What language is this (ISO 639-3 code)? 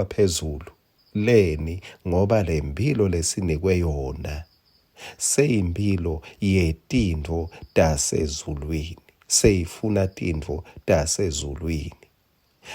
ssw